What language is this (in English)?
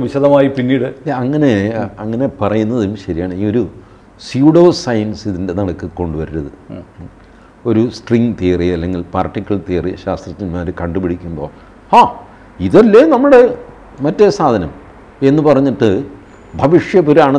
Malayalam